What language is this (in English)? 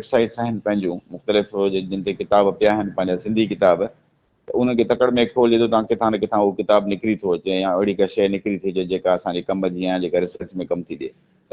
Sindhi